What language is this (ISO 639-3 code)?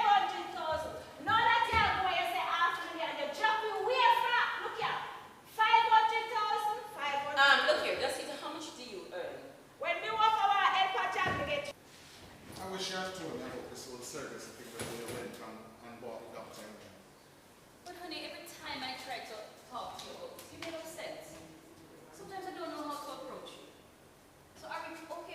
jam